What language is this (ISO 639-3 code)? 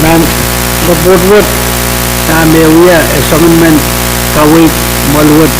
pon